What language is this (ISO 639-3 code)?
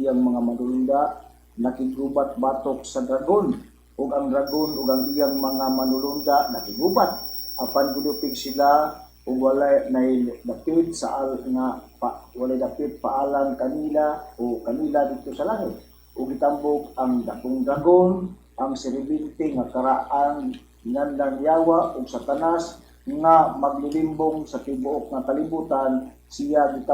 ceb